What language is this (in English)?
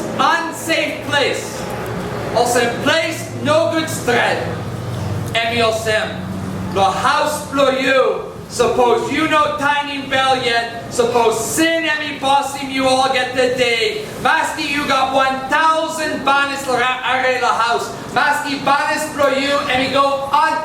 Tok Pisin